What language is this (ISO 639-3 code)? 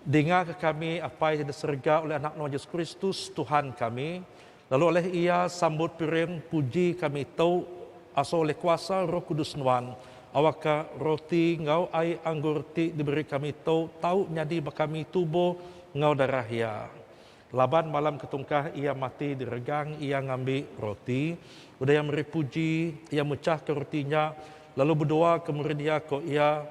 iba